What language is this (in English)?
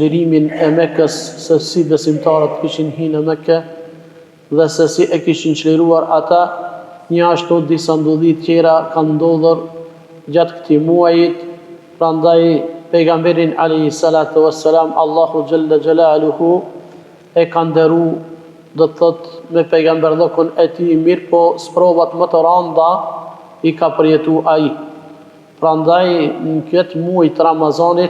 Albanian